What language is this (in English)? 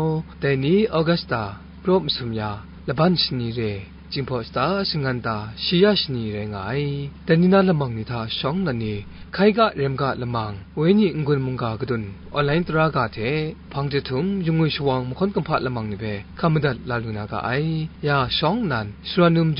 Kachin